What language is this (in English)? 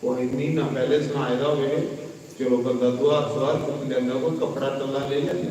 Dogri